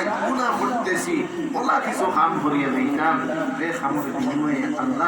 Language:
Sylheti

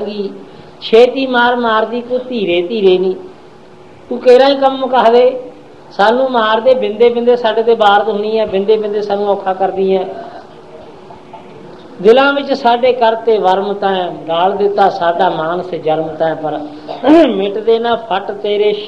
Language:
Punjabi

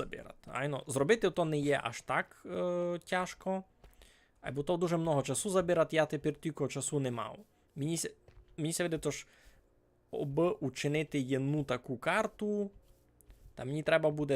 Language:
Rusyn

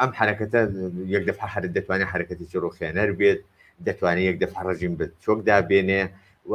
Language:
Central Kurdish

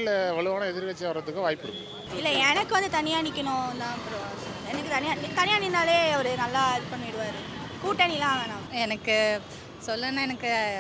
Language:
Tamil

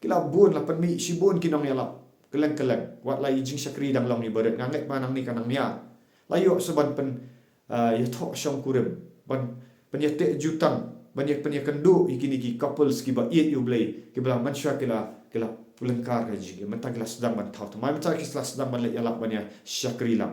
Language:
Khasi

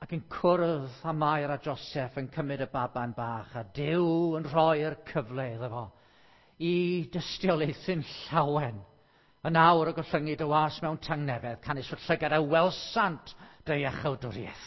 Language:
Welsh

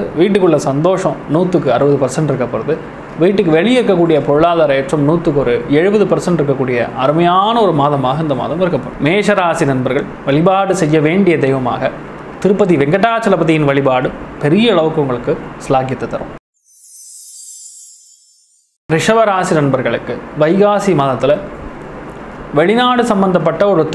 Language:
Tamil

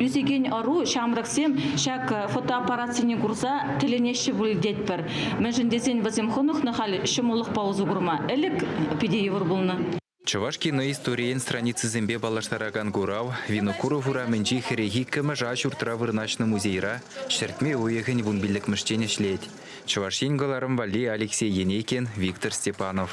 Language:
Chuvash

